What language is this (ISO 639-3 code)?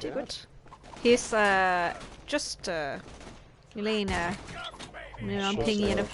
gle